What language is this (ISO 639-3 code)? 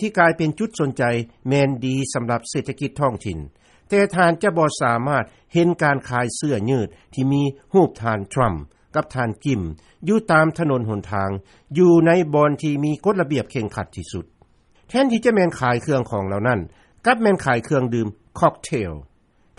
lao